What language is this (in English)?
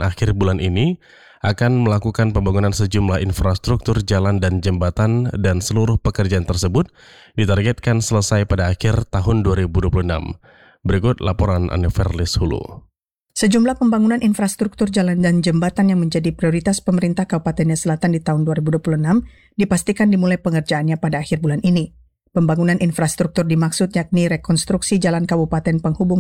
Indonesian